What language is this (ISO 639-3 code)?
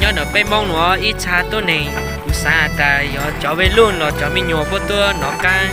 hmn